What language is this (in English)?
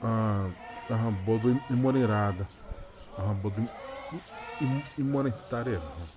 Xavánte